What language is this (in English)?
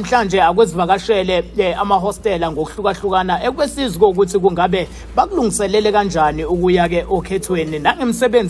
Zulu